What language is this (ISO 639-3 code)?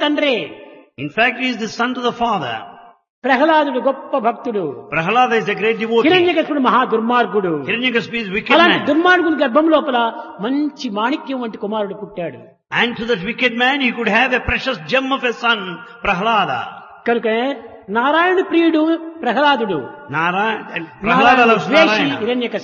tel